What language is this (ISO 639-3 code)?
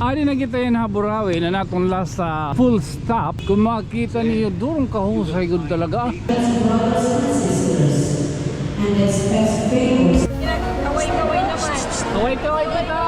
war